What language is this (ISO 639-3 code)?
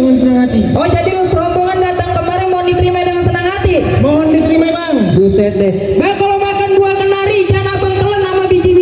bew